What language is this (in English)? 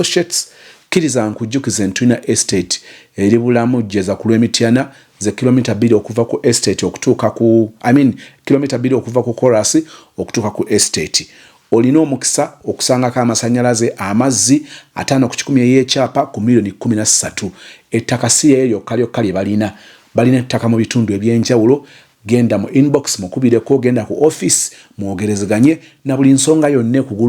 Ganda